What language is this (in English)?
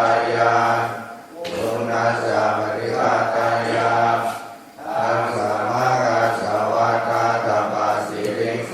Pali